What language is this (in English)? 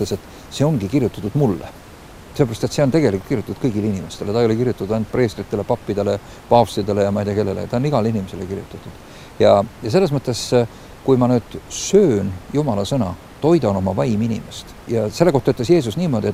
Estonian